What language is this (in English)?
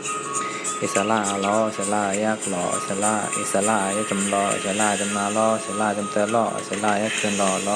Shan